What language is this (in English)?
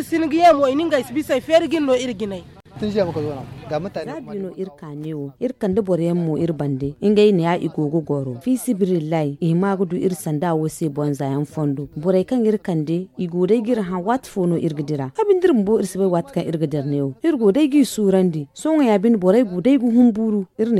Zarma